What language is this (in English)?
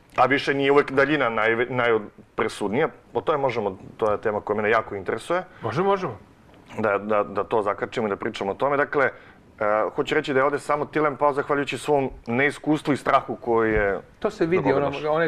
Serbian